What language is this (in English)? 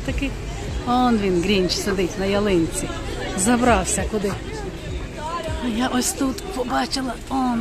Ukrainian